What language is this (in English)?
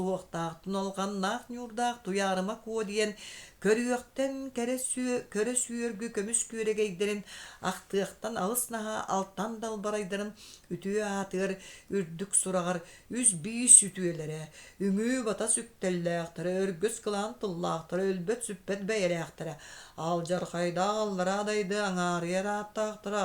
Yakut